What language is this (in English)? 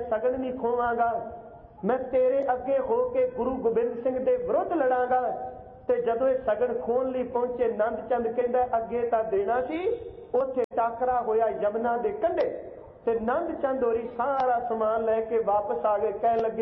Punjabi